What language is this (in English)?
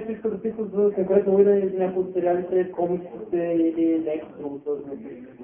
Bulgarian